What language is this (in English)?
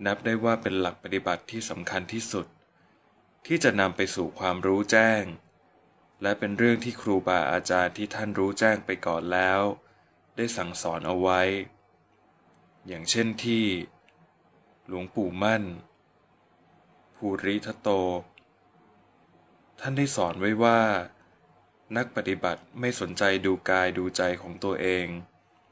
Thai